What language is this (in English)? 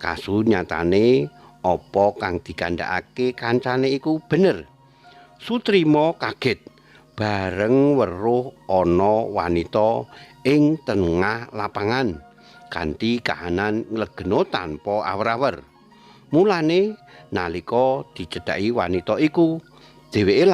Javanese